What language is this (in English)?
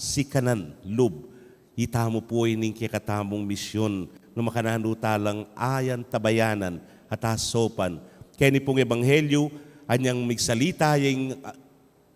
Pampanga